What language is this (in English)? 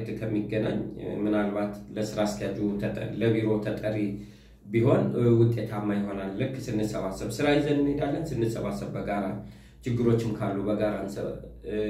Amharic